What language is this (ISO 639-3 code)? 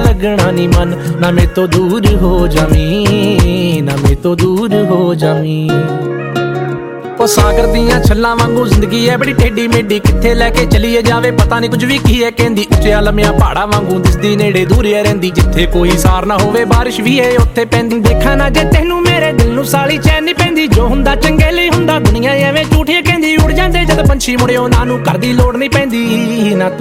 pan